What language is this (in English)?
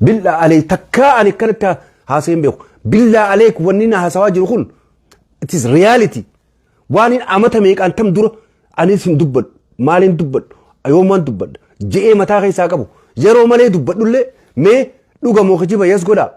Oromo